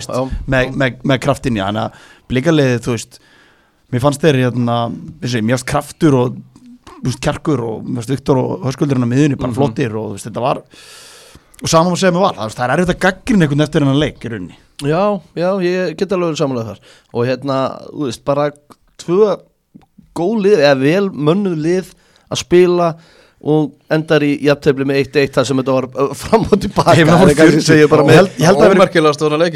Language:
Icelandic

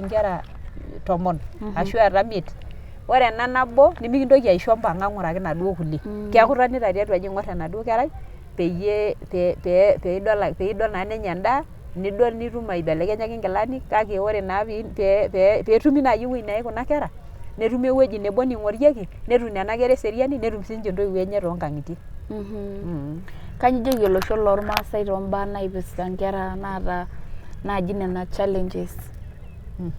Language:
Masai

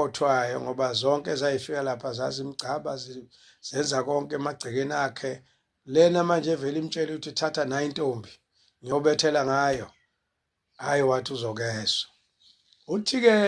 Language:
Zulu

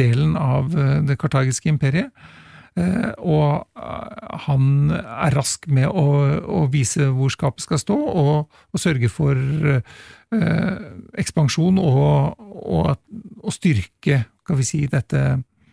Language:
Norwegian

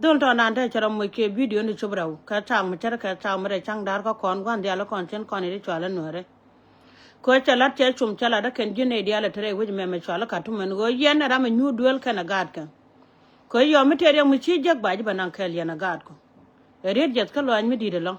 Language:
Nuer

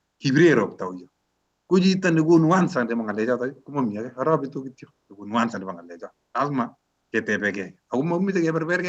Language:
Kalenjin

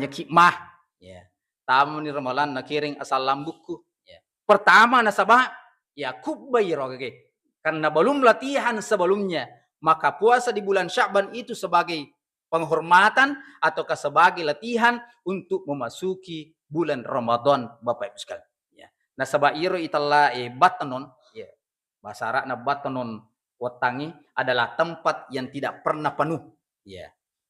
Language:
Buginese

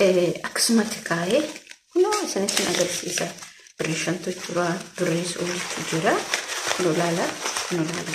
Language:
Oromo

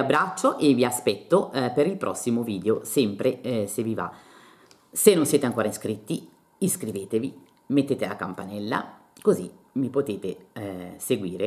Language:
Italian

